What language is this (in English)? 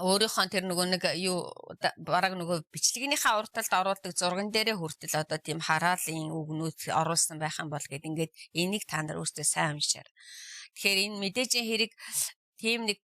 Mongolian